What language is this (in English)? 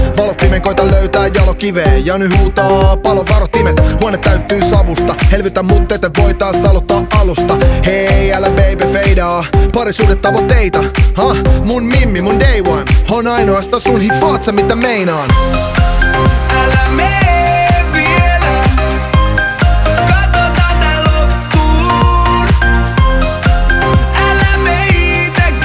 Finnish